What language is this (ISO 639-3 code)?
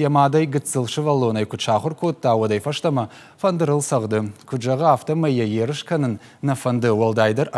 oss